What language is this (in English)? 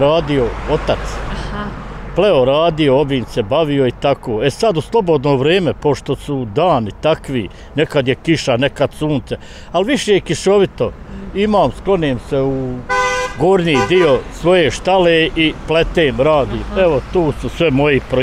Bosnian